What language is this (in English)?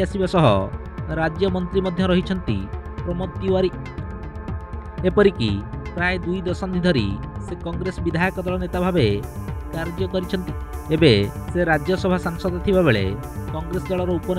Odia